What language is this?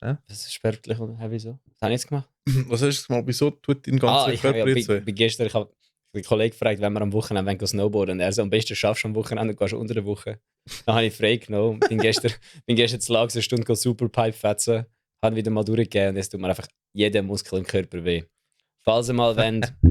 Swiss German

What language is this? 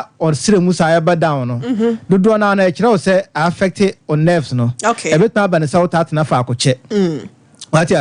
Akan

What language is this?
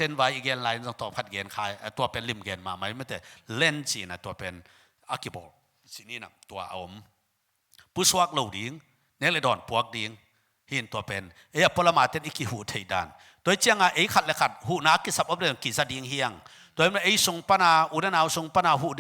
Tedim Chin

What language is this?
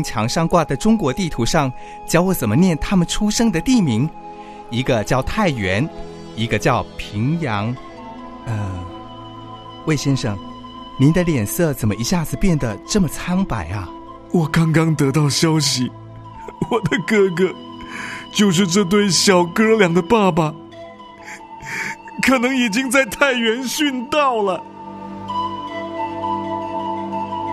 Chinese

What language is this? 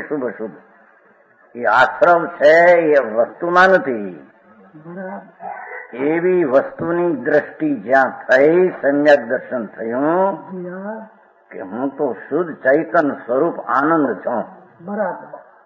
Gujarati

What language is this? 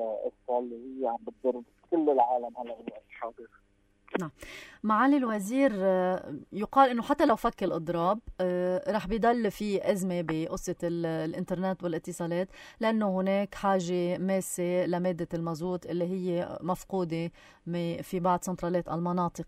North Levantine Arabic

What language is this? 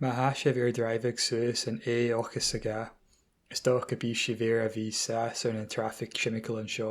Scottish Gaelic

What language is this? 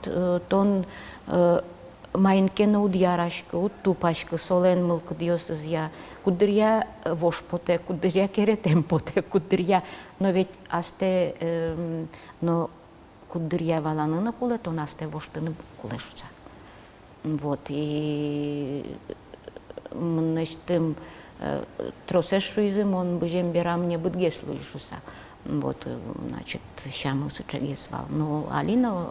Udmurt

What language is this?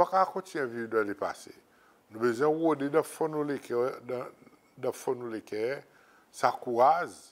Seselwa Creole French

